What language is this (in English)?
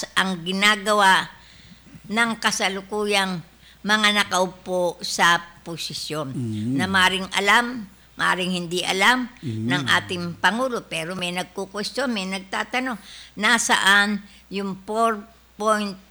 Filipino